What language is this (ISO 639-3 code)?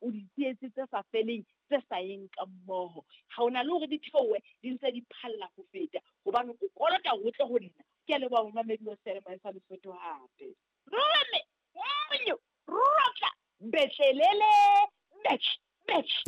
sot